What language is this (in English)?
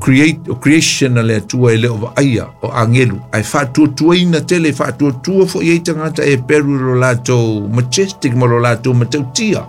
Samoan